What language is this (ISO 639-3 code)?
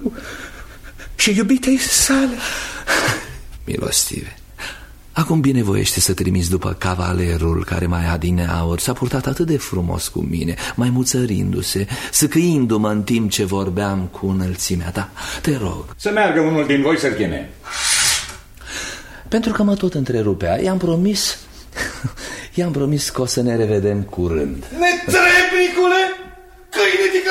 ron